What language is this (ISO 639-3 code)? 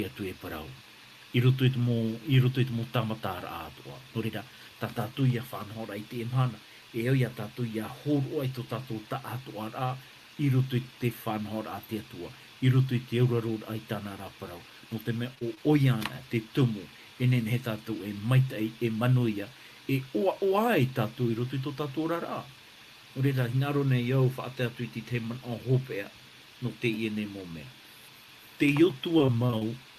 tah